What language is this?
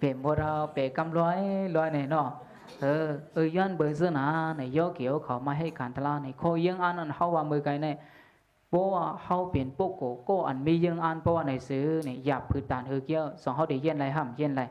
Shan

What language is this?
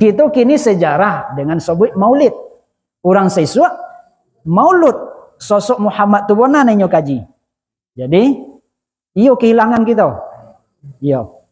Minangkabau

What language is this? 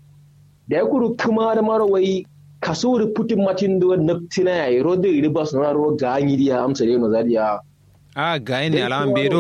Kanuri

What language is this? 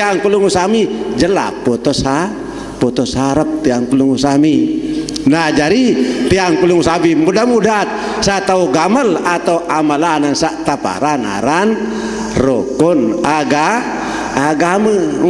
Sasak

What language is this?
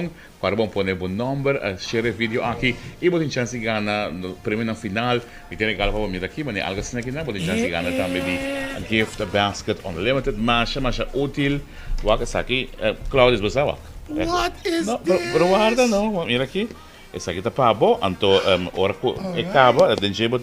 Papiamento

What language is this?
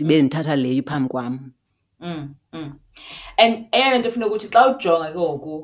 Xhosa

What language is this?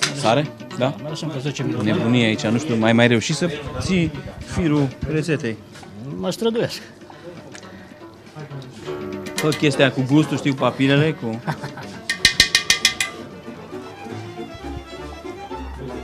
Romanian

